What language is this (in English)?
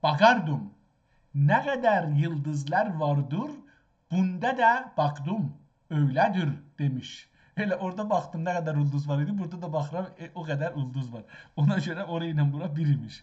South Azerbaijani